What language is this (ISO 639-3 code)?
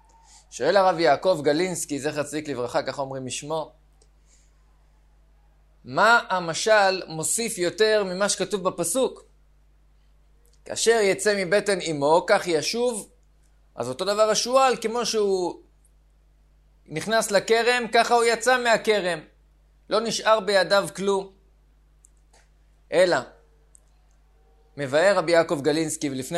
heb